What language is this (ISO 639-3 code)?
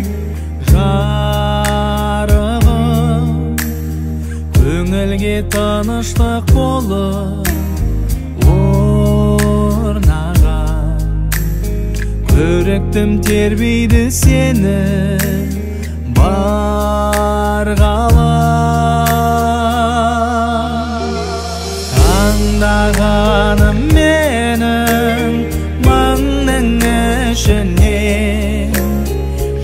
kaz